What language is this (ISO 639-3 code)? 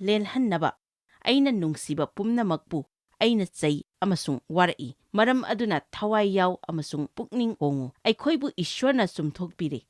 mni